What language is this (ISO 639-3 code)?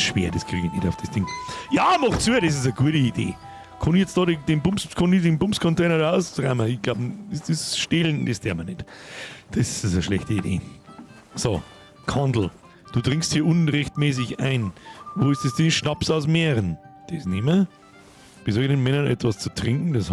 bar